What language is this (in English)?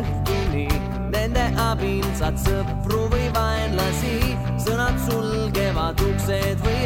Estonian